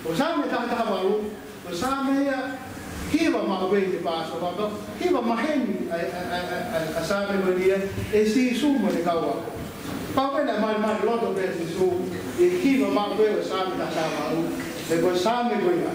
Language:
Tongan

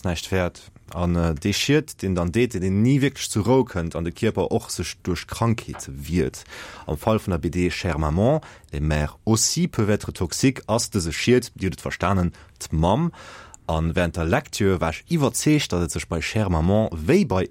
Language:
Luxembourgish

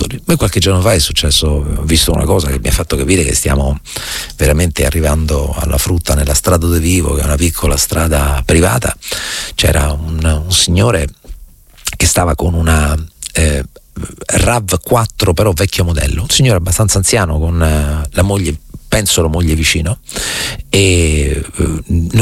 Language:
Italian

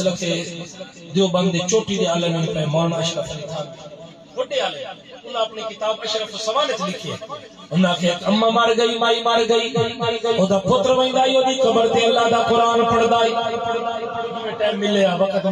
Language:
Saraiki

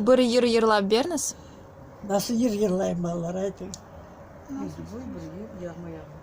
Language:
Crimean Tatar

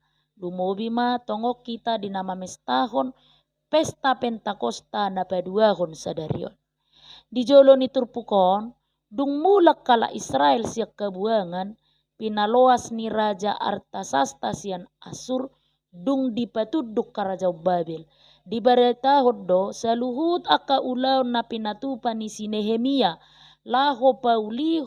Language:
Batak Toba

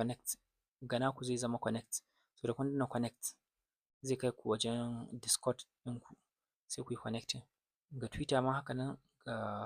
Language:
Hausa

